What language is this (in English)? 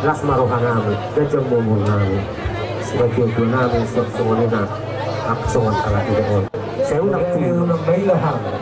Batak Toba